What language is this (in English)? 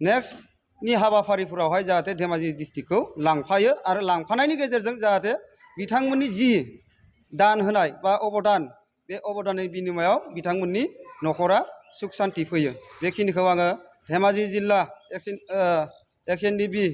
Bodo